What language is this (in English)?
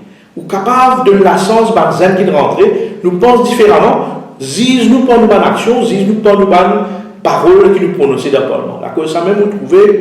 Morisyen